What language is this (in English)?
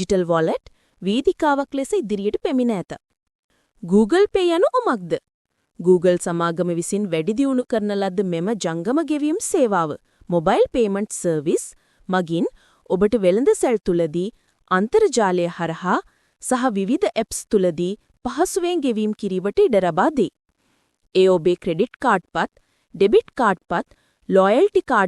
Sinhala